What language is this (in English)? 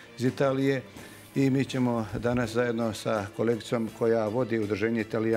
Bosnian